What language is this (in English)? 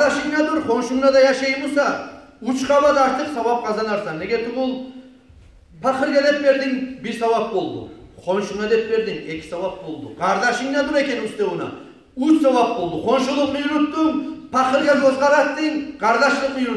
Kumyk